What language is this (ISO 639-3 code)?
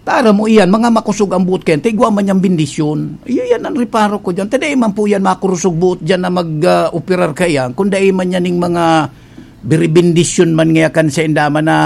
bik